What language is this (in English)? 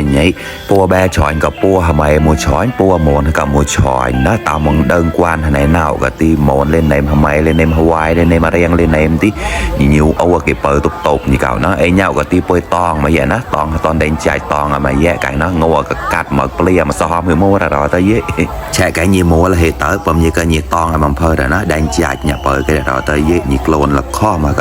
Mon